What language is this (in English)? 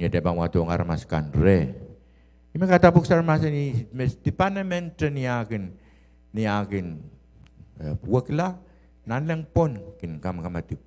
Pohnpeian